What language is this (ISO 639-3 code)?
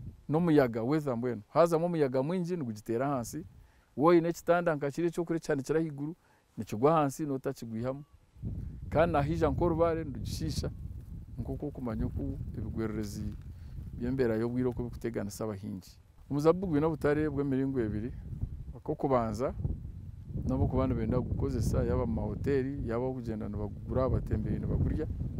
nyn